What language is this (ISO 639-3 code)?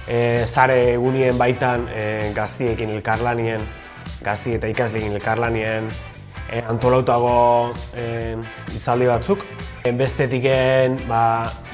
eus